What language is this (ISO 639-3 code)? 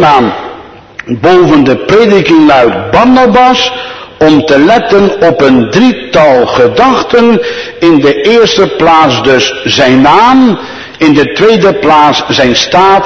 nld